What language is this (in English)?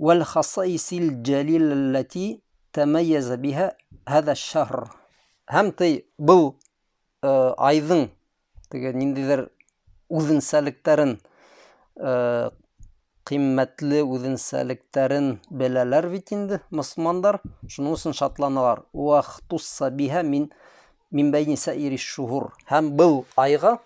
Bashkir